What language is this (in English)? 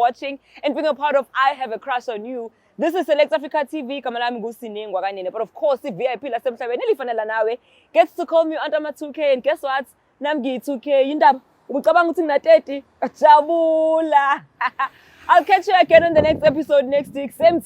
Zulu